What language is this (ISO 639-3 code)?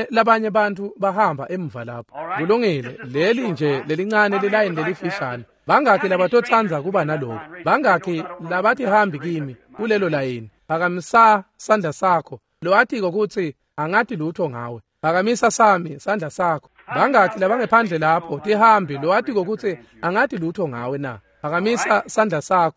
ssw